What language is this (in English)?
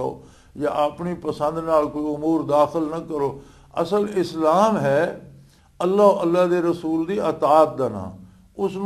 Western Panjabi